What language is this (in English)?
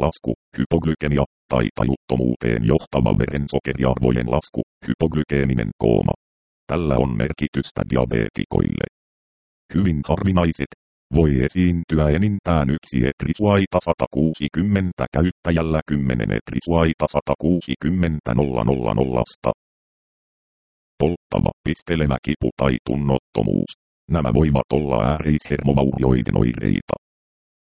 Finnish